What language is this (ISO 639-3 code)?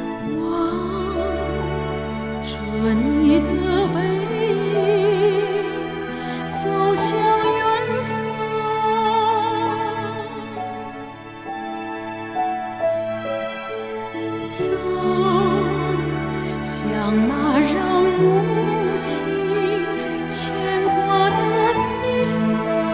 zho